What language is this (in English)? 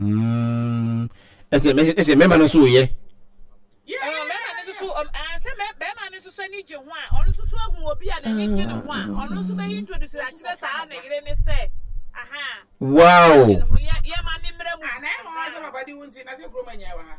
Akan